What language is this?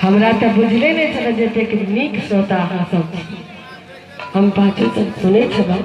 Maithili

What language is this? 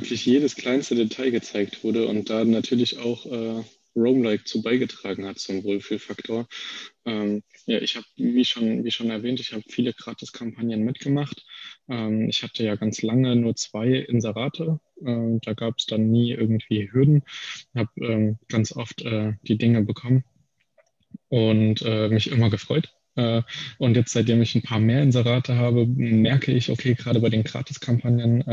German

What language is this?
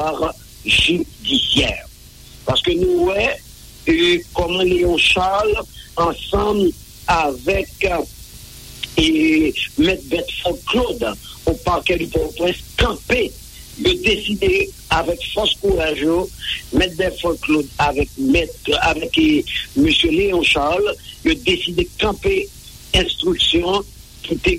French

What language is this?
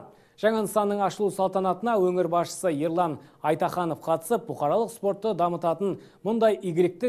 Kazakh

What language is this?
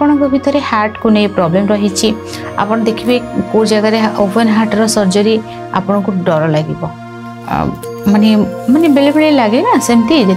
Odia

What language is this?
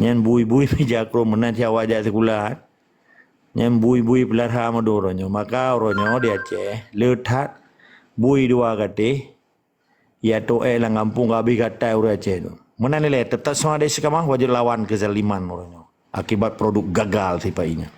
Achinese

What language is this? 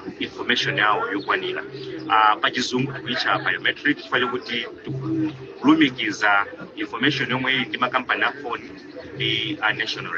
Nyanja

